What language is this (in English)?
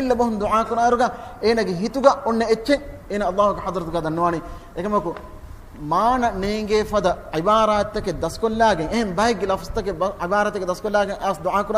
Divehi